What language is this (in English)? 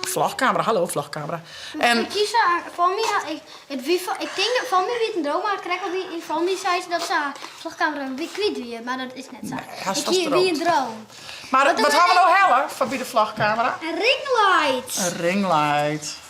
Western Frisian